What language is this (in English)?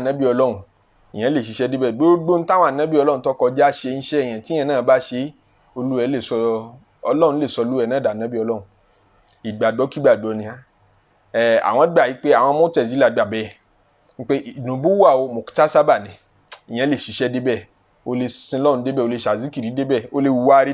Yoruba